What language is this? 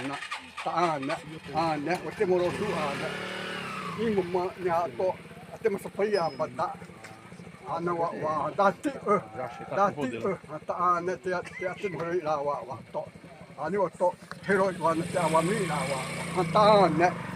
Xavánte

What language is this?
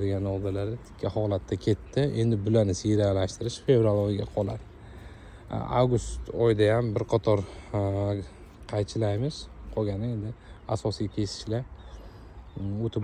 Uzbek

